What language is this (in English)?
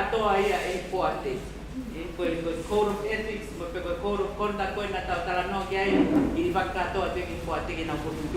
Tongan